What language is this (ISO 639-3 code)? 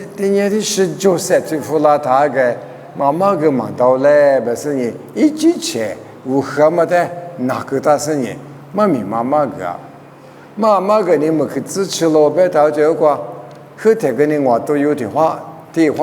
lis